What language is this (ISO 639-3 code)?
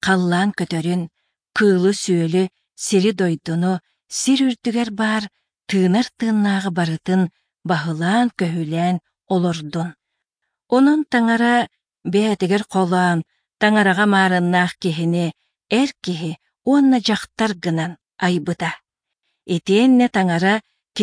sah